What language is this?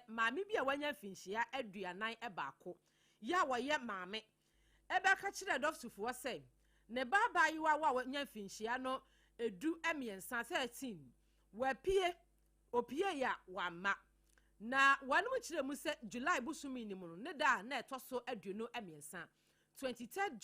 Akan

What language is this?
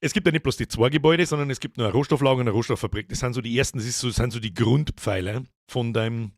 Bavarian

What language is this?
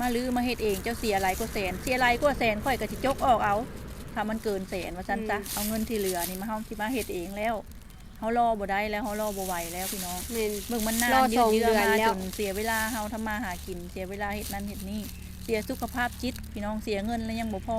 Lao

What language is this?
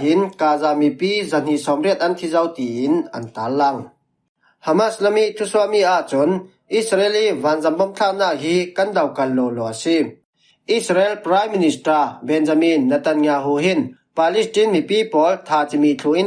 Falam Chin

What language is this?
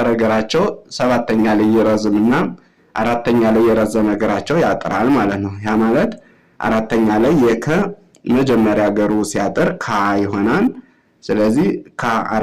Amharic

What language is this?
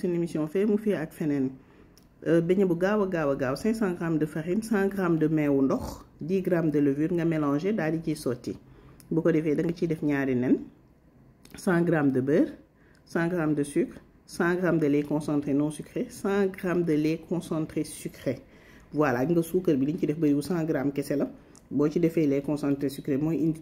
Wolof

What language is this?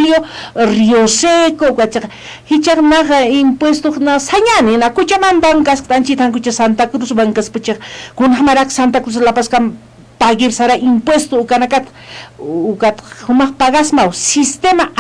Aymara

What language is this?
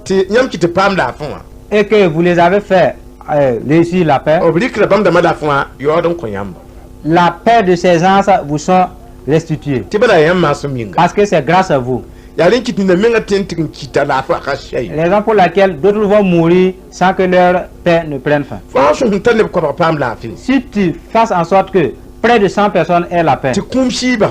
Mossi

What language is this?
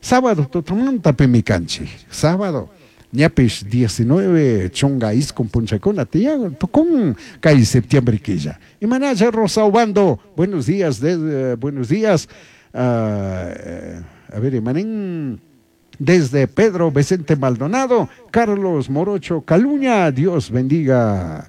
Chimborazo Highland Quichua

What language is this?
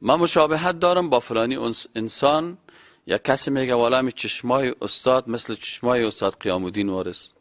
Persian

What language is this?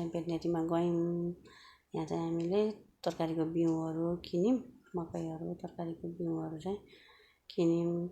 Nepali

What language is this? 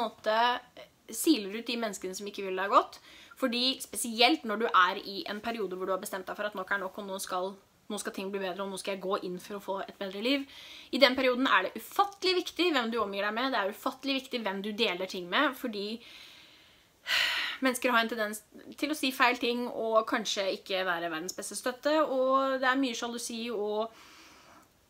Norwegian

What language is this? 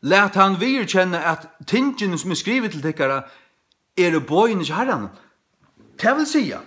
Faroese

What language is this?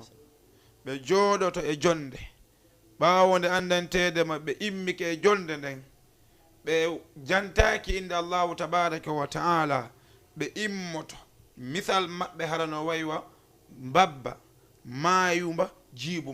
Fula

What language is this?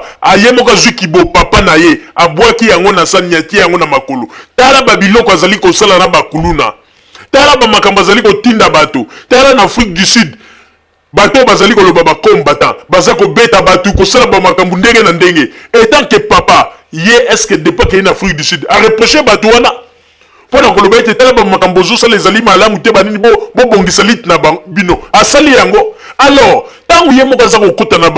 Lingala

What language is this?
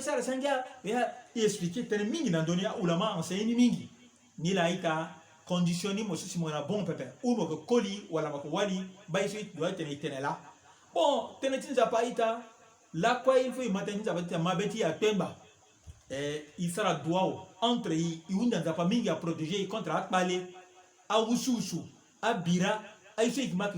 Sango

